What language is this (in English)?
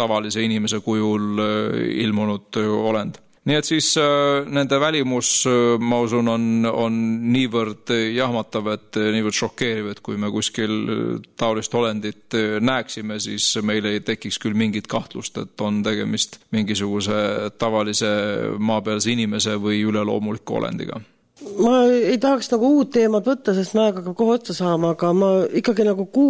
Estonian